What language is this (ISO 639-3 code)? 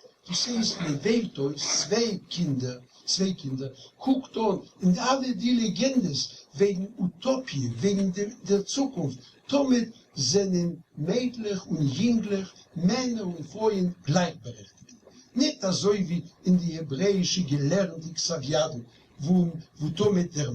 yid